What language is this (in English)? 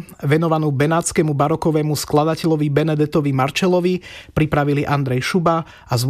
Slovak